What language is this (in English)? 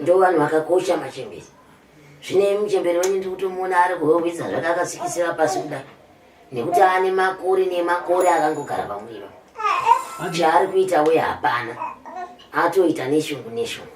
Shona